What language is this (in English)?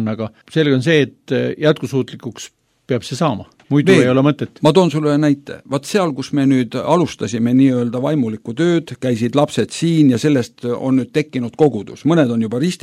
Estonian